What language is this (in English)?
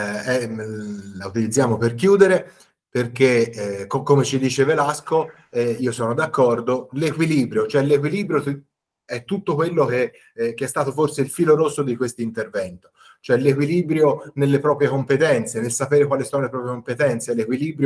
Italian